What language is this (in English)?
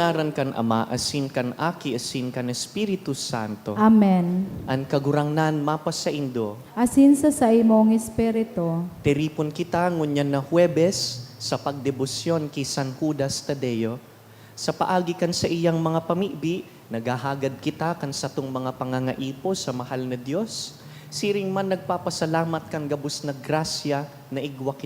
Bikol